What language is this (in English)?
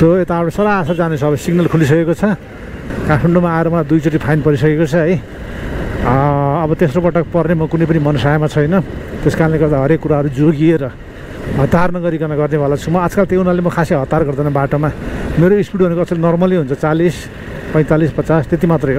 Nepali